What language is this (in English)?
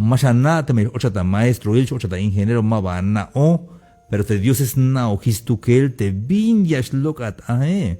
Tzeltal